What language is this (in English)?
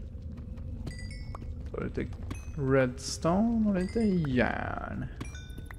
Swedish